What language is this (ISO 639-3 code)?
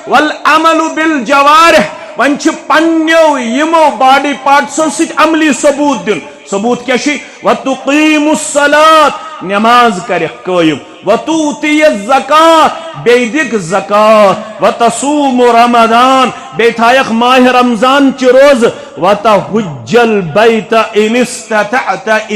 kas